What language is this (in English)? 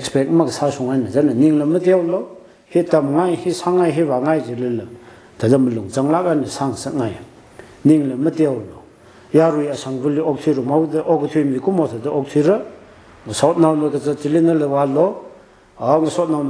Tangkhul Naga (India)